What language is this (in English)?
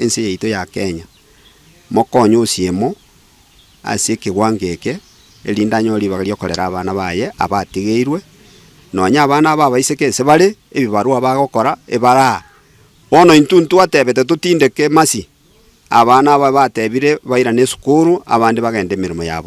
Gusii